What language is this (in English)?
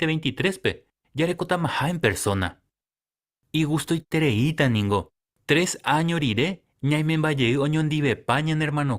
Guarani